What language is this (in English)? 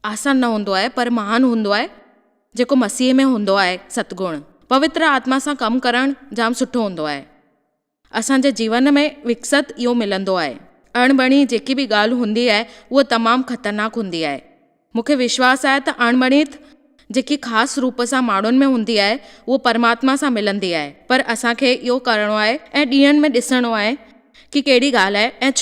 Sindhi